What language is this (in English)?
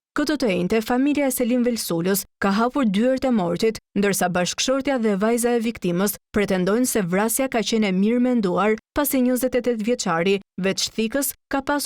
Albanian